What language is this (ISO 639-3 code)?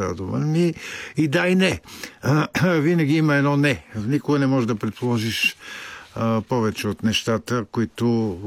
bul